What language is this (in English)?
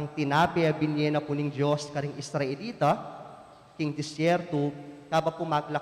Pampanga